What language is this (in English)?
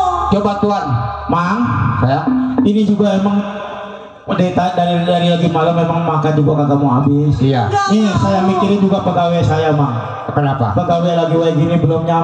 Betawi